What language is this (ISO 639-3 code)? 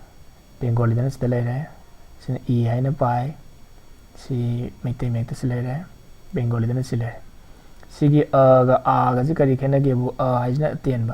mni